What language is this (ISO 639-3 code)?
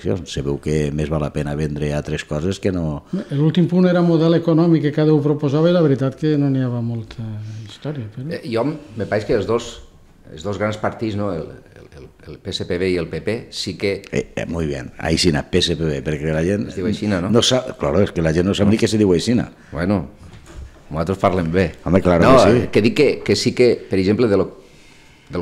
cat